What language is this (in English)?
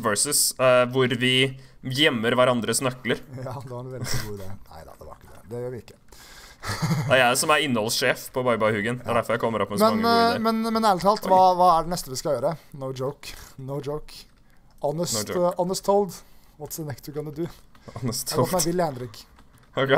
Norwegian